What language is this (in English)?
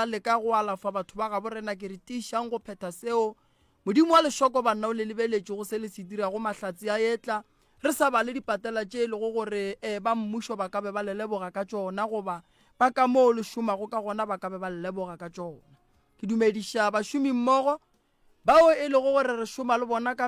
Northern Sotho